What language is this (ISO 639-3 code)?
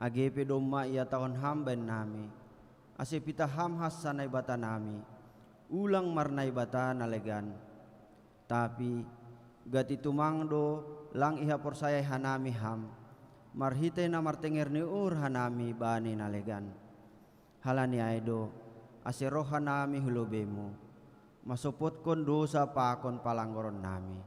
bts